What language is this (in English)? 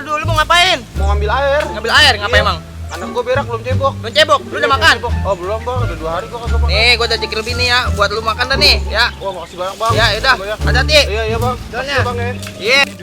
Betawi